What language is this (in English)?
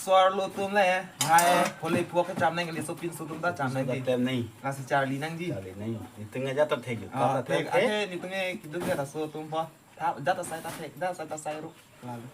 Karbi